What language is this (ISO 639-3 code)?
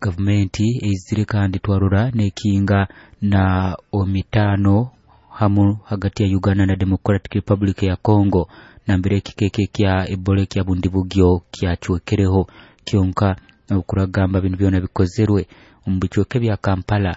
nyo